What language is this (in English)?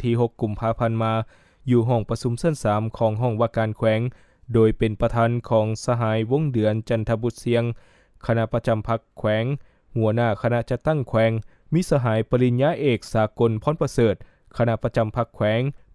Lao